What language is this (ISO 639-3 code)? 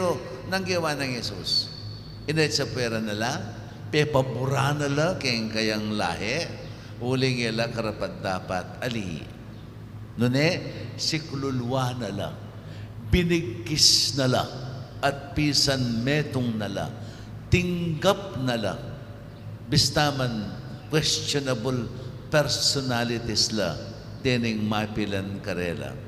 pam